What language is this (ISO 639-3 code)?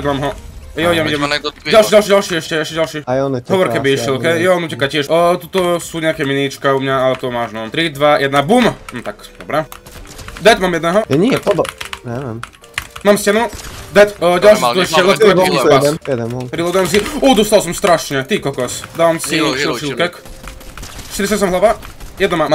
slk